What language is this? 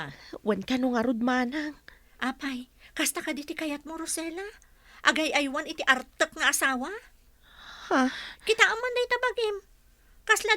Iloko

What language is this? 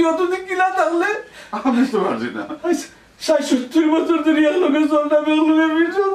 Sylheti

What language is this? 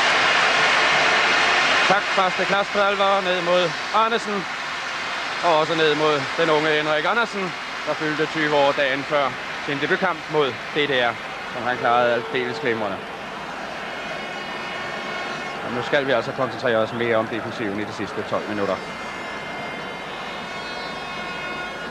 Danish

